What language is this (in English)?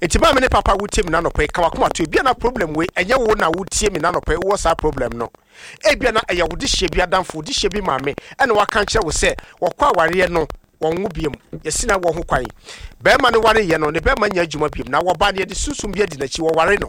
Akan